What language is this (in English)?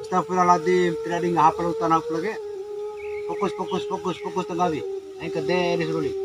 Bima